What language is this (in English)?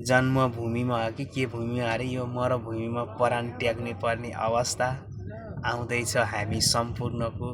Nepali